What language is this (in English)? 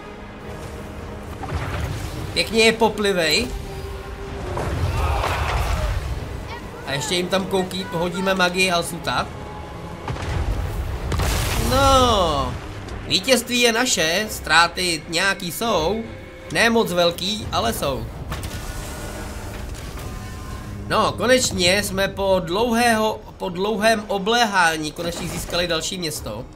Czech